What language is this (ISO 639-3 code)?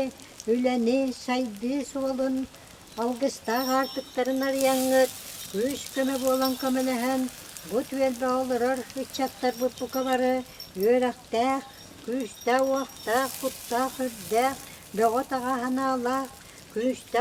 sah